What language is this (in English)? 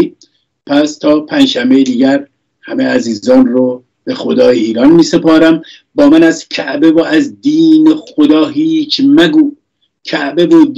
Persian